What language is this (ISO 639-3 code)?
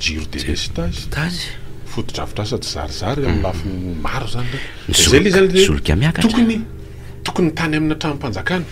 mlg